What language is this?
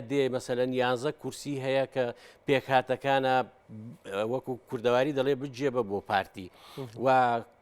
Central Kurdish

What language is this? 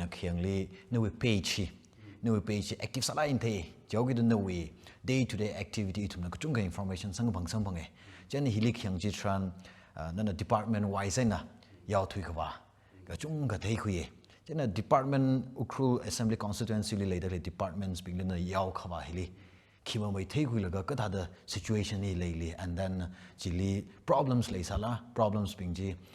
Tangkhul Naga (India)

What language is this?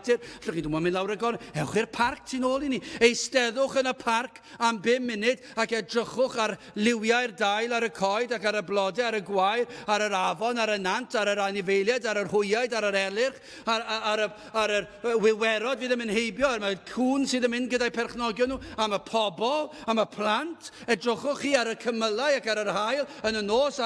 Welsh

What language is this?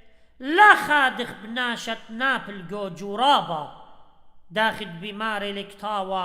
Assyrian Neo-Aramaic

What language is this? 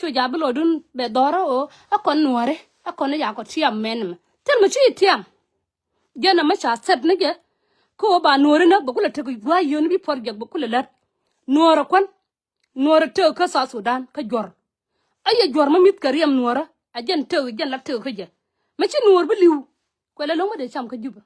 Nuer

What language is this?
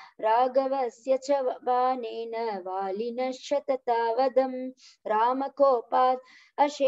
Sanskrit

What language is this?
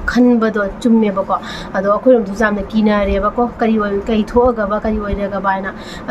Manipuri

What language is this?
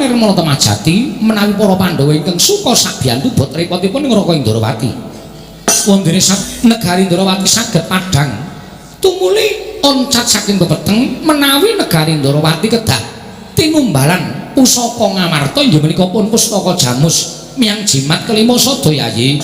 Javanese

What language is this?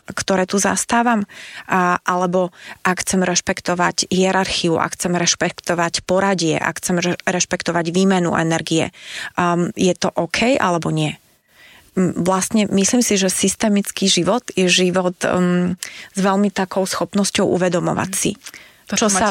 Slovak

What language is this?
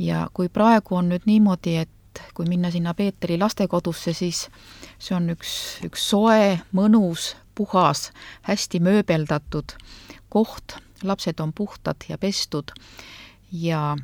Estonian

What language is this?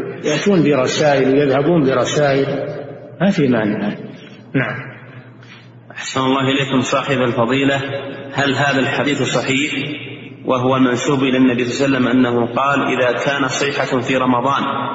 Arabic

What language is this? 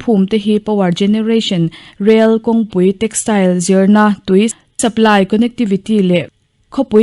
Mizo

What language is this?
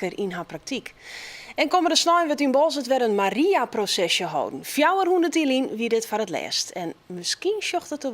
Western Frisian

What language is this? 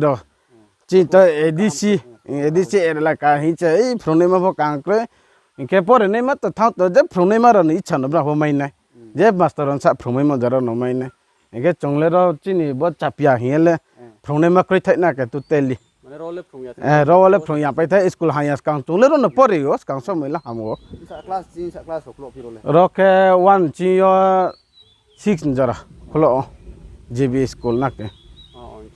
Riang (India)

